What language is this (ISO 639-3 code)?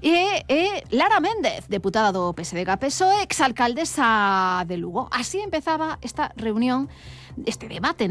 glg